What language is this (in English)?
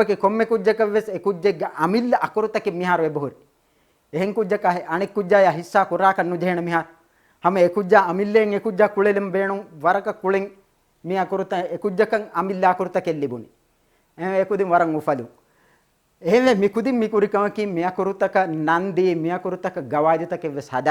Divehi